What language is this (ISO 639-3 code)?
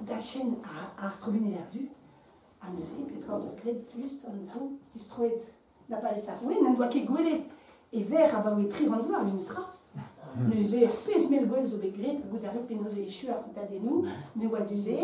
bre